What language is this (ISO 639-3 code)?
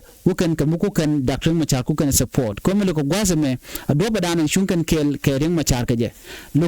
nus